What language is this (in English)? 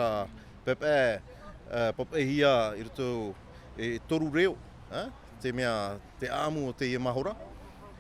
Tahitian